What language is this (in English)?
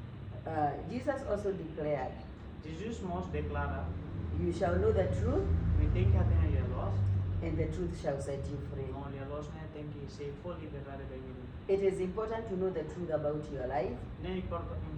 Tetum